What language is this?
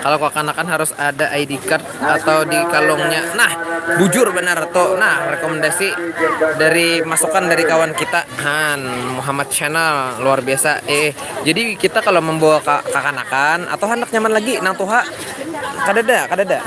Banjar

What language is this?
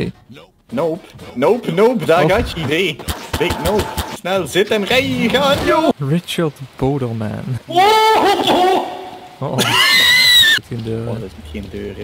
Dutch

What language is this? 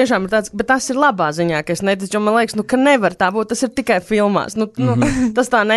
Latvian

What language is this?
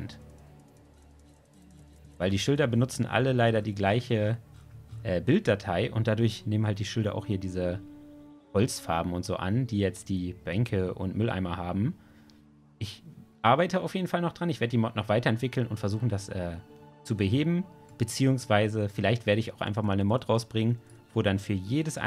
German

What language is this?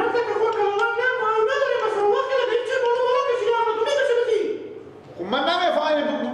Persian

